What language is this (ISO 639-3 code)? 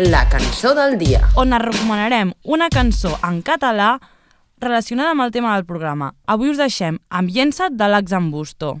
cat